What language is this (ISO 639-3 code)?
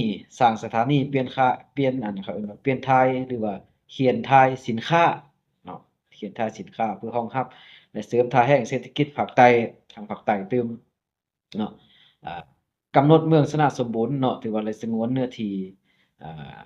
lao